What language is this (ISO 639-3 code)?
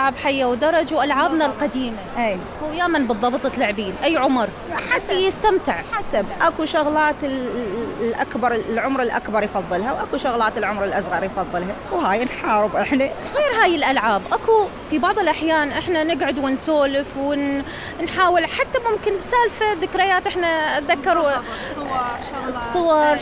acm